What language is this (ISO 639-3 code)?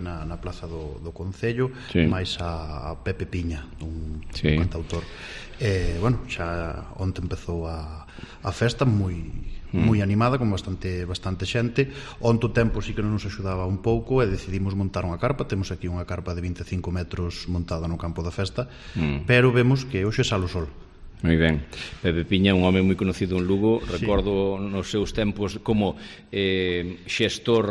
glg